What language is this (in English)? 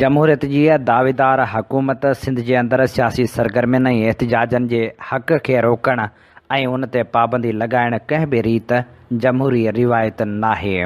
Sindhi